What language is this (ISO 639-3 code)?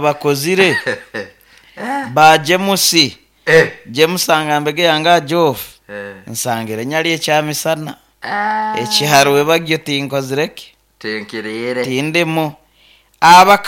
nyo